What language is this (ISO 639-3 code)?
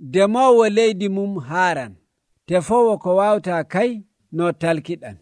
fuv